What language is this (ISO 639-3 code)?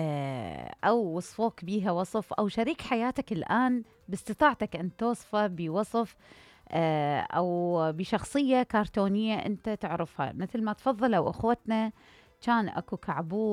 acm